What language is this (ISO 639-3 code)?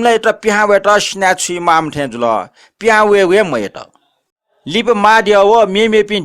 new